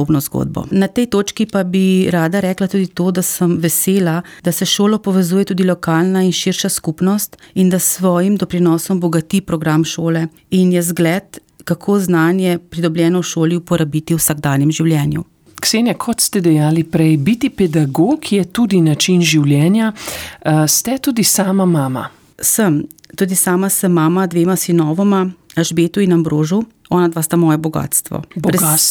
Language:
Slovenian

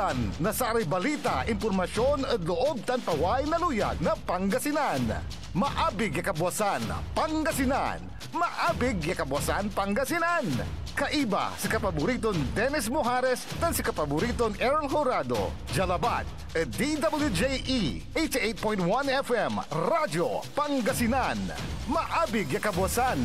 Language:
Pangasinan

